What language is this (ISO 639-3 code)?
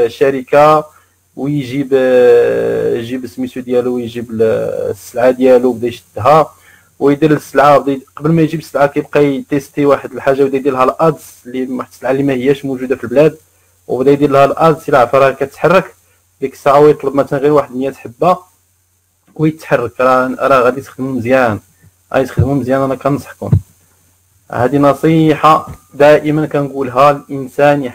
ary